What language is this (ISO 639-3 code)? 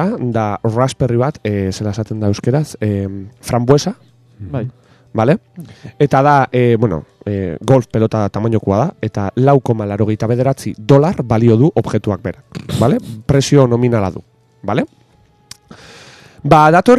eus